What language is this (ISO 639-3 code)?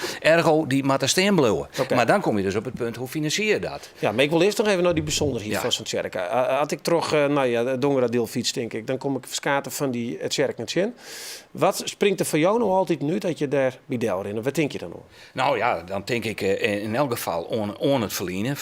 fry